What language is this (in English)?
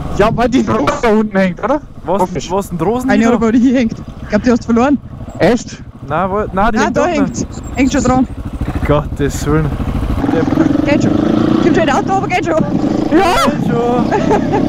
Bavarian